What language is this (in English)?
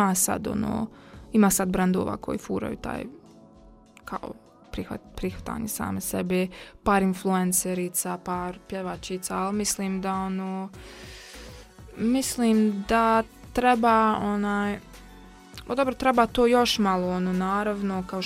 Bosnian